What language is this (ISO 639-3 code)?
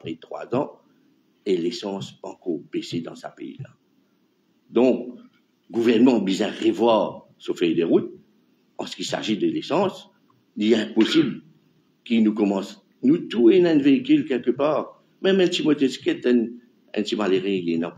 mfe